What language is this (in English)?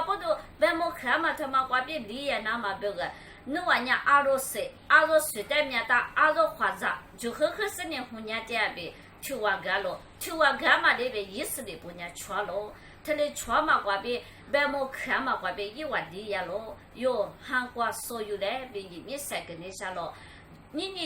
Lisu